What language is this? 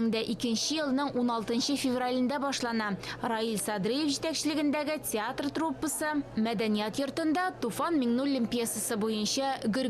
Tatar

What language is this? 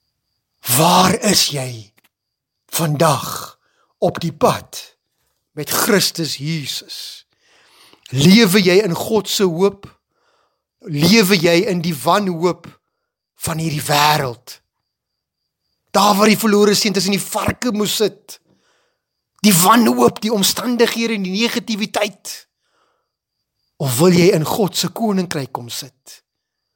Afrikaans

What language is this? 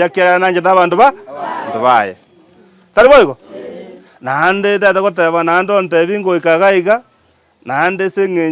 Gusii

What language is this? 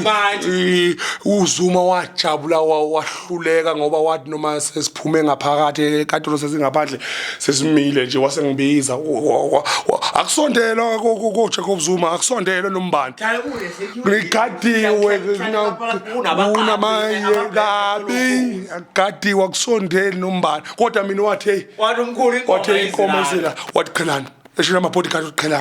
Zulu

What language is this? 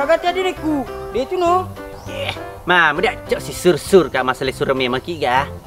Buginese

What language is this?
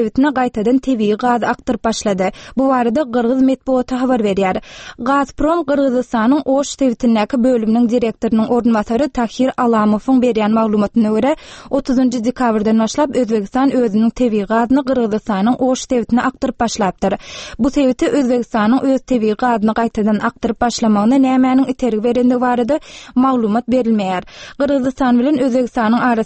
Turkmen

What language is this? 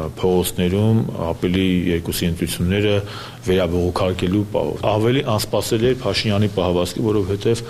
Armenian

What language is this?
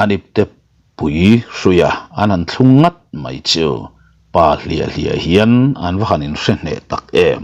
Mizo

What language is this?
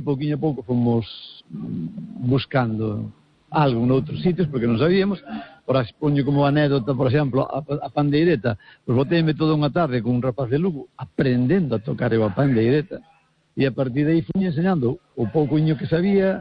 Galician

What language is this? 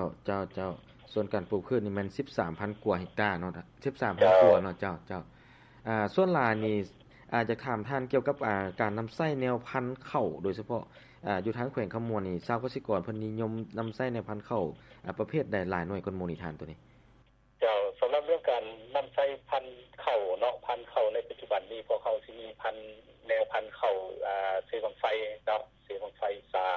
Lao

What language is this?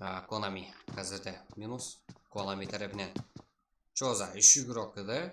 Kara-Kalpak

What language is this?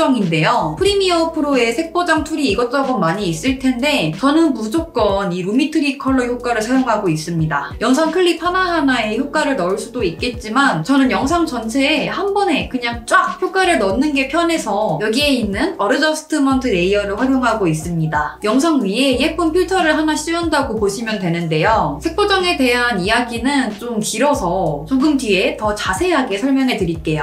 Korean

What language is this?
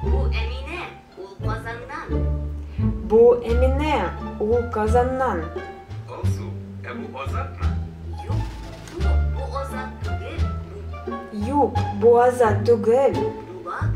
Tatar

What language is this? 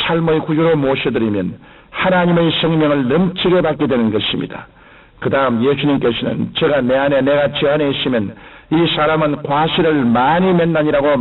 Korean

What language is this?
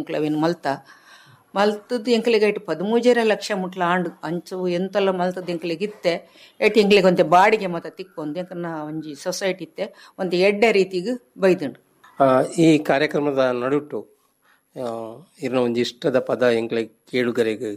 Tulu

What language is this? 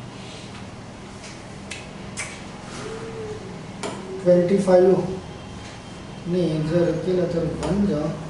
Marathi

